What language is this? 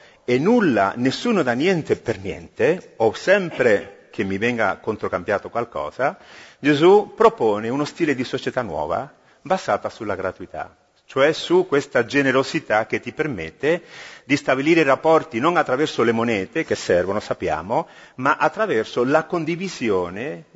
Italian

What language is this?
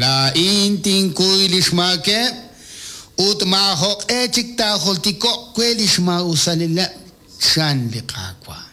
Kekchí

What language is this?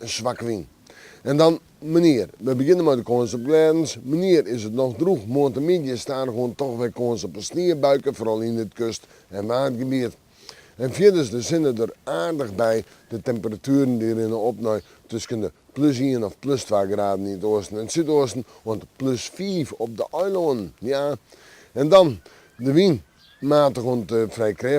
Western Frisian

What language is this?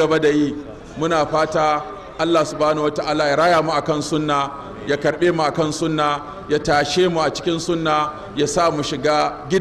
Hausa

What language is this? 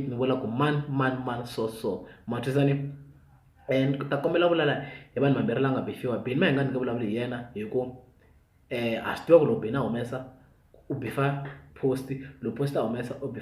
Tsonga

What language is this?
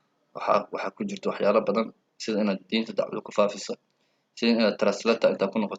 Somali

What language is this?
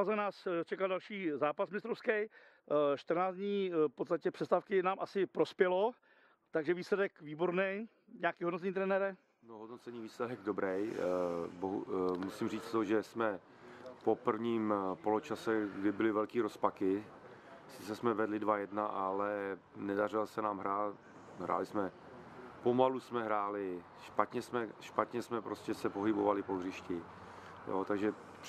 Czech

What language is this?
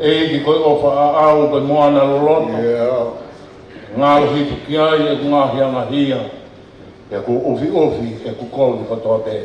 Tongan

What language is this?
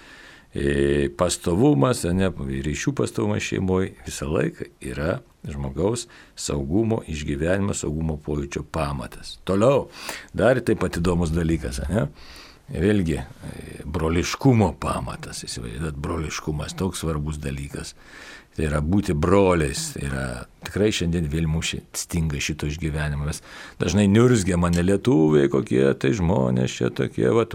Lithuanian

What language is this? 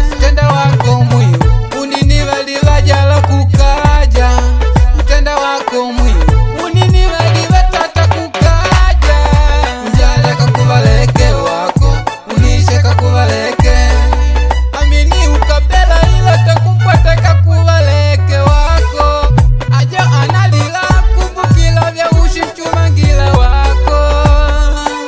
Swahili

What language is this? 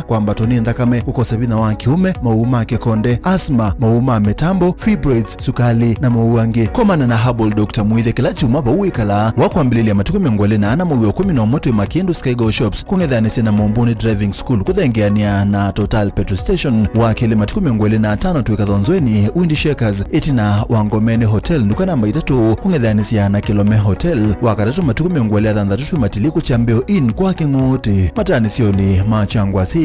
Kamba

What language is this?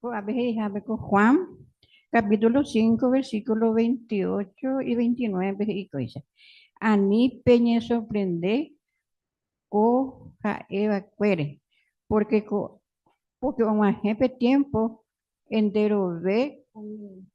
Guarani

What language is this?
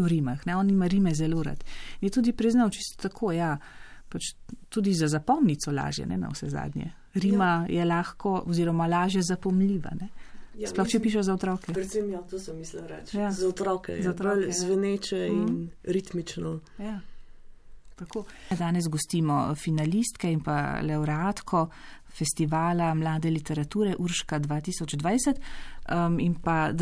Slovenian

